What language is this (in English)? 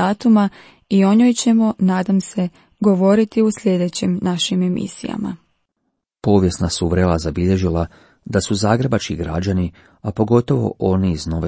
Croatian